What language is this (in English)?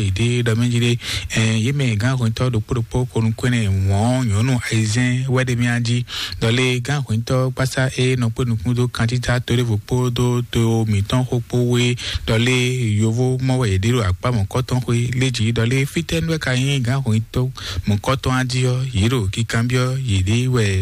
Fon